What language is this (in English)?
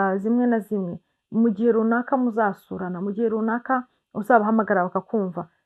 Kinyarwanda